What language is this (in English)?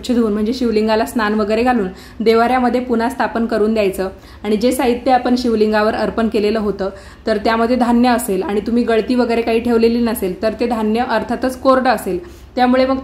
Marathi